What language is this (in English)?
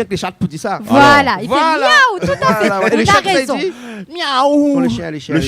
Réunion Creole French